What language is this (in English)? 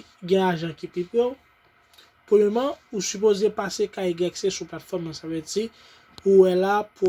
Haitian Creole